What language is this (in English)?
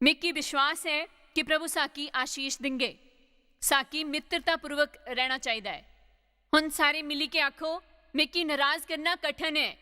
Dogri